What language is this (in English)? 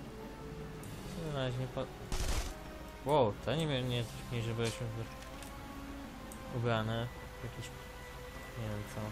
Polish